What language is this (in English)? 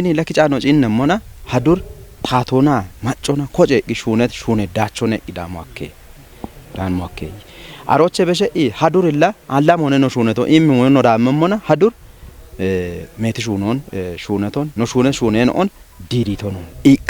Kafa